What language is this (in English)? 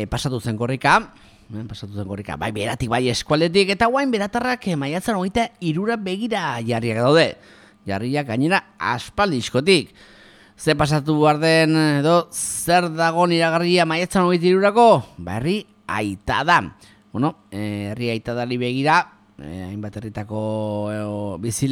Basque